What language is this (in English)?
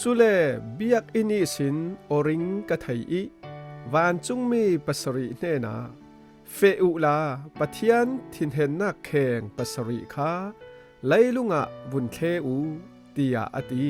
Falam Chin